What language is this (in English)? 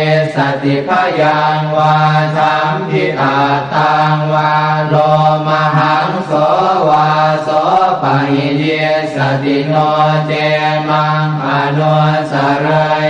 Pali